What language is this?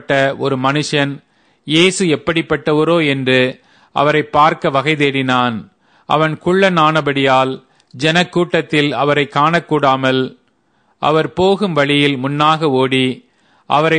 Tamil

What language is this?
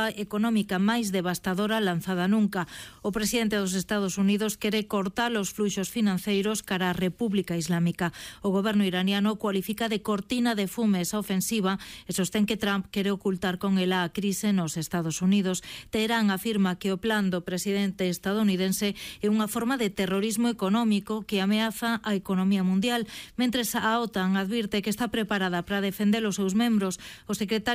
Galician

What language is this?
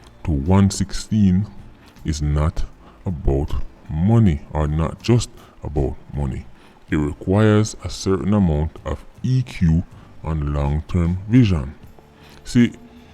Jamaican Creole English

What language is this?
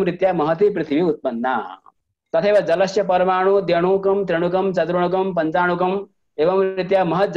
Sanskrit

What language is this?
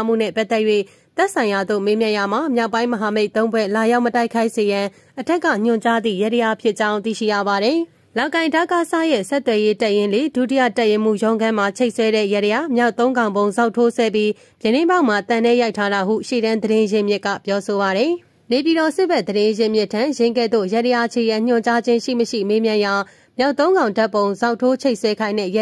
Burmese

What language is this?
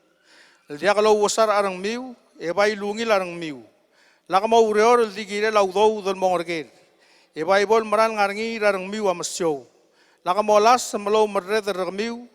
Palauan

